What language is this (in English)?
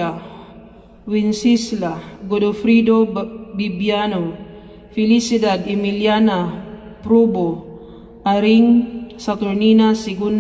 Cebuano